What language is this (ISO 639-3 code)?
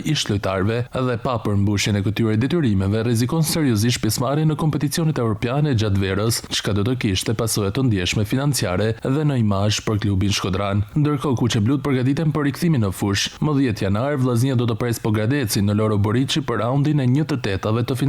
sqi